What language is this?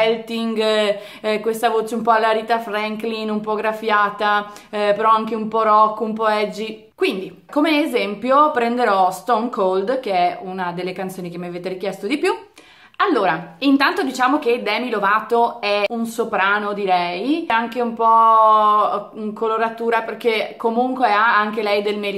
Italian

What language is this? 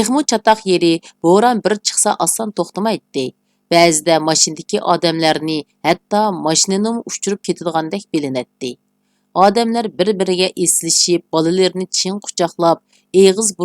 Uyghur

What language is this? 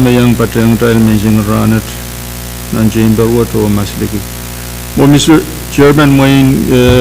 Pohnpeian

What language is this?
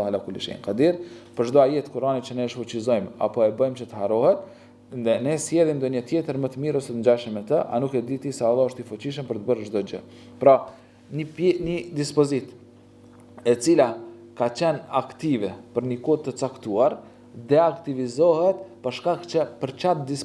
Albanian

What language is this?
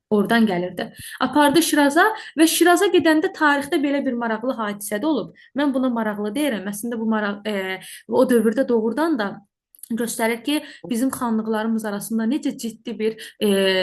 Azerbaijani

